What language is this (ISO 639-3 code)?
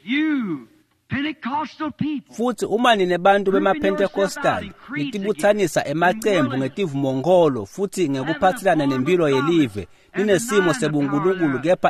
ssw